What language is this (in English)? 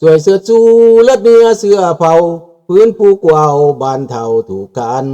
Lao